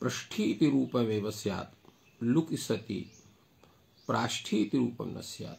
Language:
Sanskrit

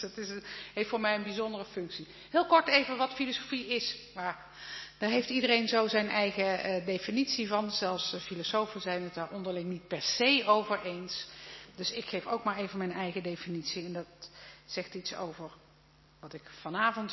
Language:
Dutch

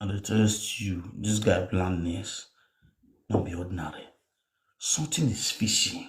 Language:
Nigerian Pidgin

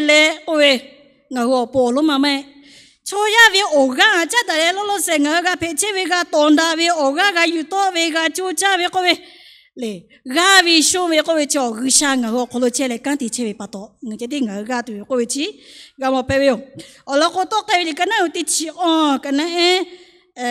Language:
Lahu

